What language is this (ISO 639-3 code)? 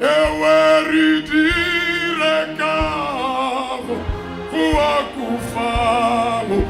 tsn